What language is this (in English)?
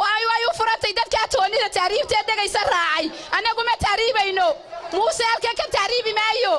Somali